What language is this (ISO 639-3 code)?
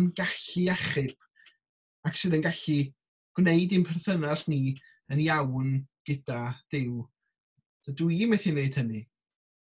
cym